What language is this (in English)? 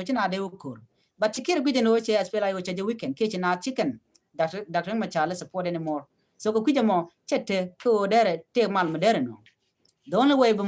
Nuer